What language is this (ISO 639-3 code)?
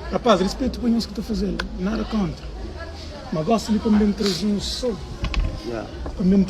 kea